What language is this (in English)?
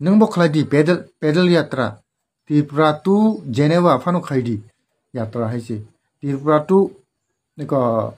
Kok Borok